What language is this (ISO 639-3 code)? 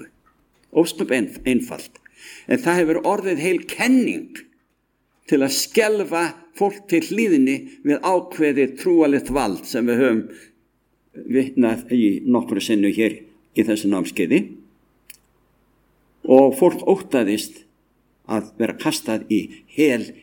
isl